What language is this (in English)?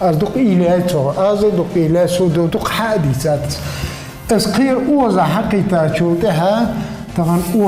Ingush